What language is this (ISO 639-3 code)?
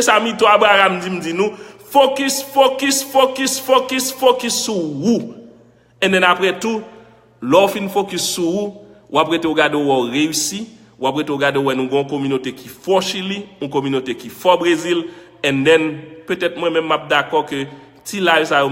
hat